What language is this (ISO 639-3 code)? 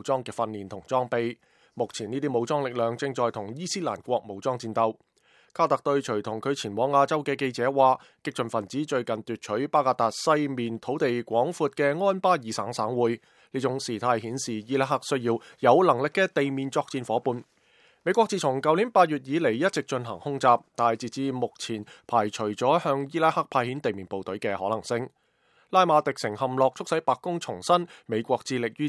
yue